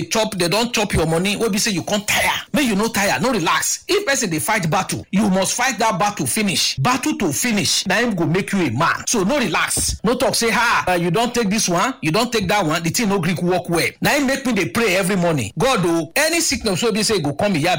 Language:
Nigerian Pidgin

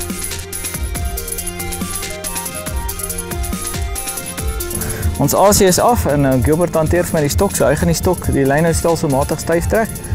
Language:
Afrikaans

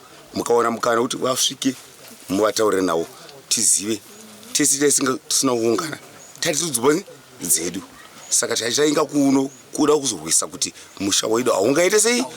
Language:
Shona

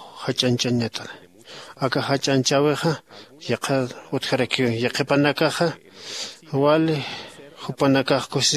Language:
Aymara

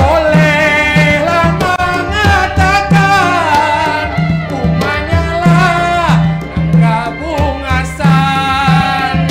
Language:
Banjar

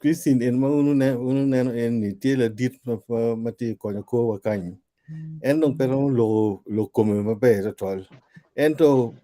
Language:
Acoli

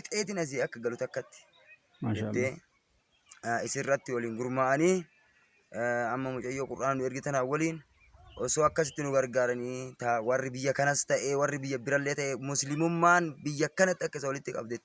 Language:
Oromo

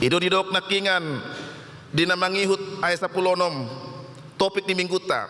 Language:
Batak Toba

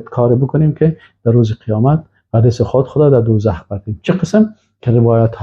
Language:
Persian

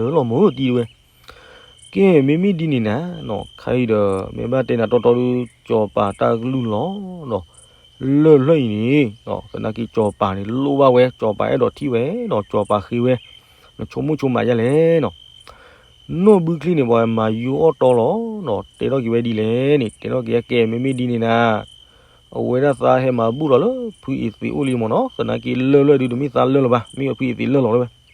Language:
S'gaw Karen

